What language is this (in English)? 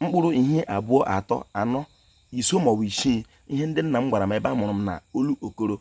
Igbo